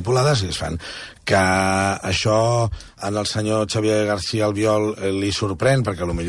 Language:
Catalan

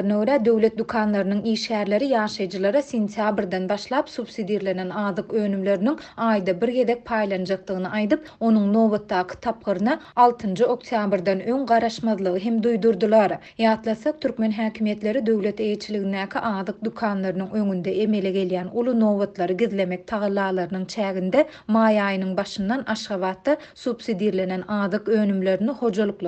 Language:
Turkmen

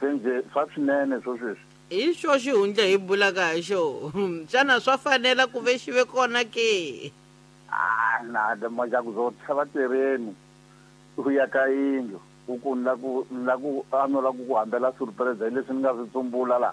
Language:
Tsonga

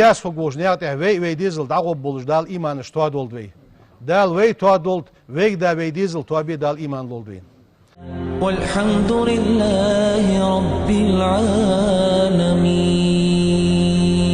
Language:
Ingush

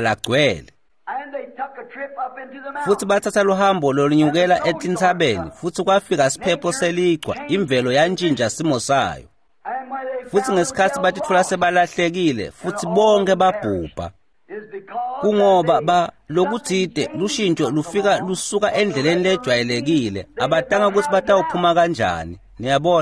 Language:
Swati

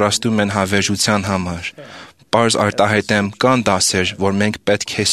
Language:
Armenian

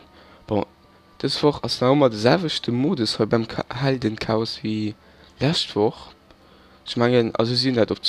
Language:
Luxembourgish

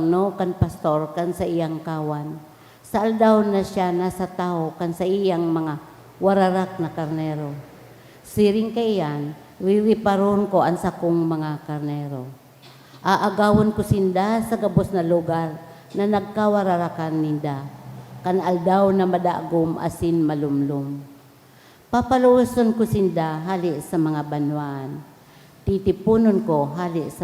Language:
Bikol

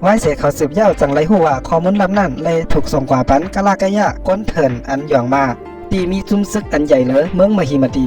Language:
Shan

